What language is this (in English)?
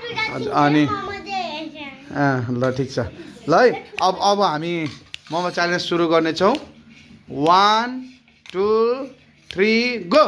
Nepali